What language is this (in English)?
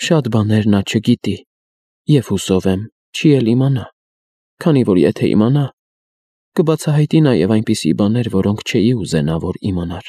Armenian